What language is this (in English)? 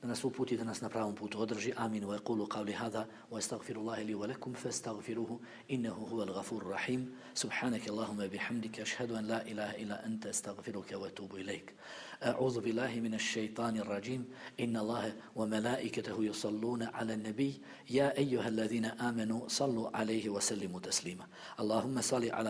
Bosnian